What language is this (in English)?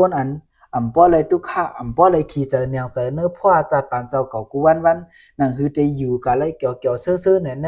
Shan